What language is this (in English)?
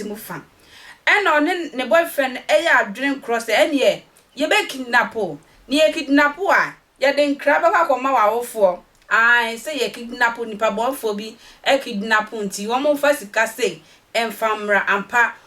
Akan